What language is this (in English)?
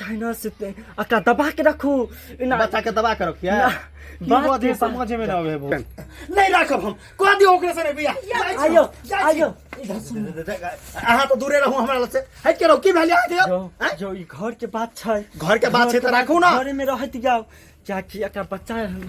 Maithili